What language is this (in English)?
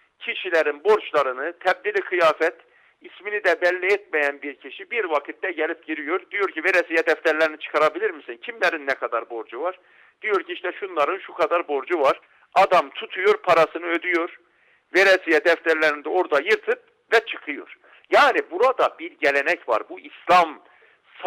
Turkish